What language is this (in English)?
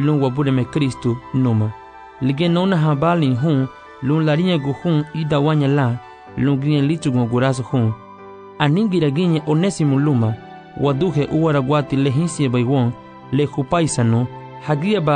Garifuna